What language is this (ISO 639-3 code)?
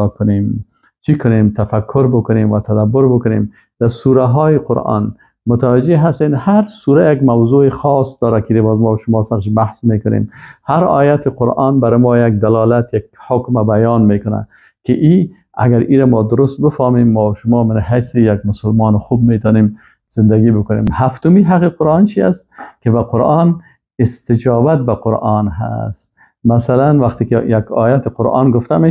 fas